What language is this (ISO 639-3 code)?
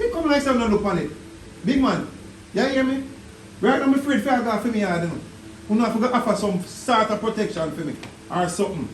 jam